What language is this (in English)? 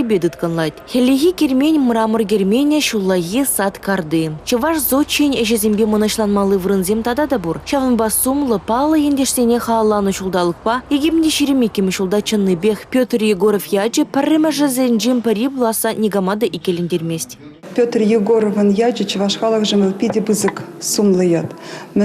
Chuvash